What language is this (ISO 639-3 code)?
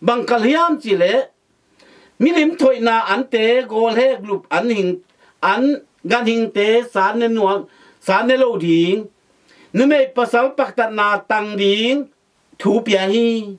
ctd